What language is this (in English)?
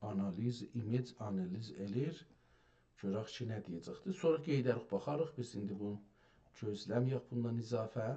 South Azerbaijani